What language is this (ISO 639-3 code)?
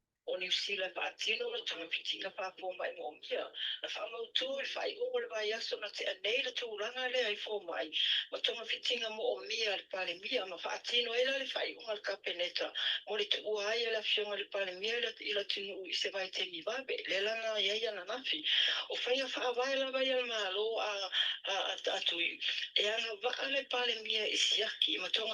smo